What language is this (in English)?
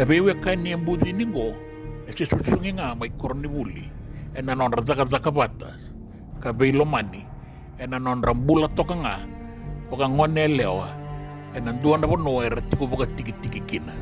Fijian